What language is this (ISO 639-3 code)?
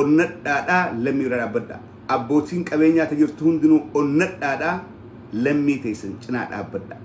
orm